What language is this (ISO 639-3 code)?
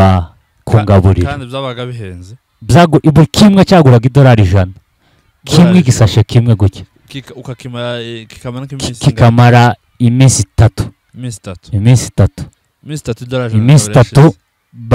kin